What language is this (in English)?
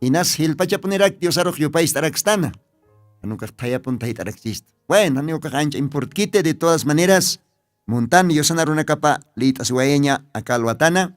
Aymara